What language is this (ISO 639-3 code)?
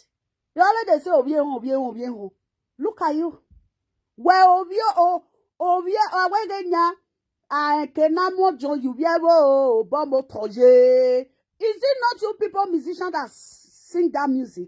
pcm